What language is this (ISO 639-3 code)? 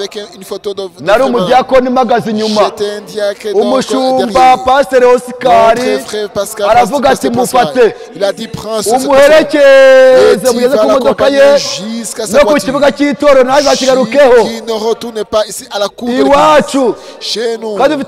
kin